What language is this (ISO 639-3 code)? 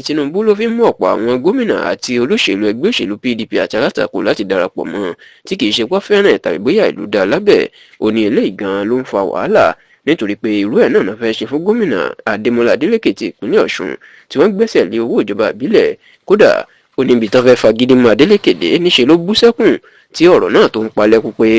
yor